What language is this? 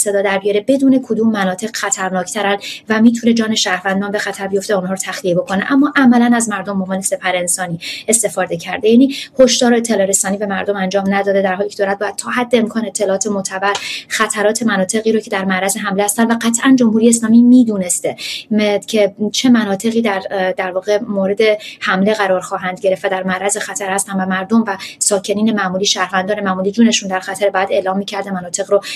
Persian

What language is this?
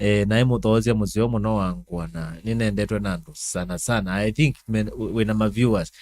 Kamba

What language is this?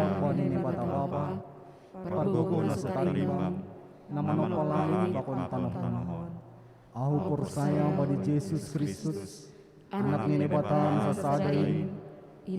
Batak Simalungun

